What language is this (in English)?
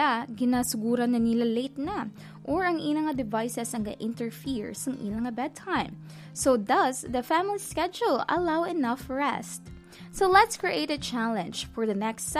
Hiligaynon